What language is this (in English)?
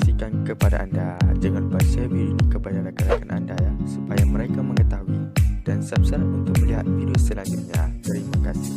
Malay